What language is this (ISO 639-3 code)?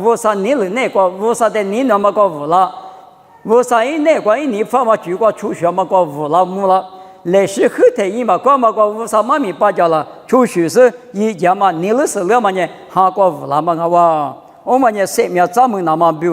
lis